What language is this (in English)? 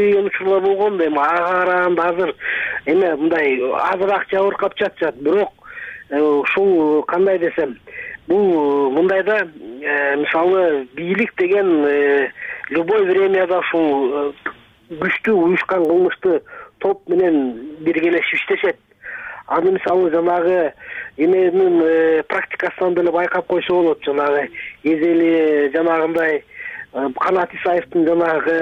Kyrgyz